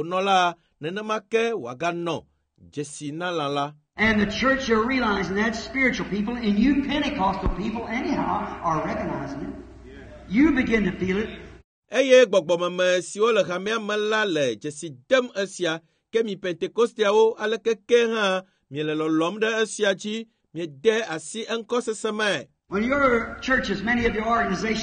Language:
Ewe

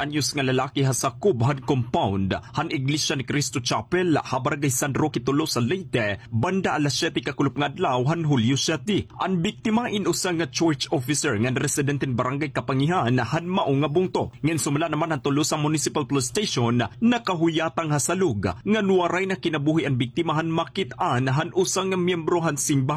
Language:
Waray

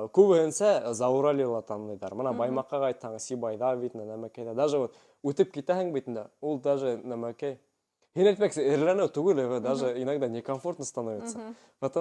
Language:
Bashkir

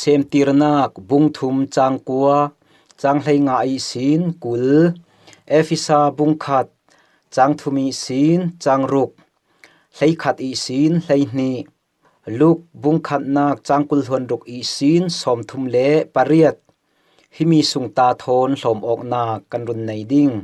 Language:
Falam Chin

